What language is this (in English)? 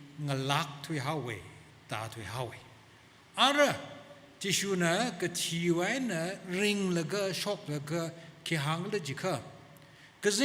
Tangkhul Naga (India)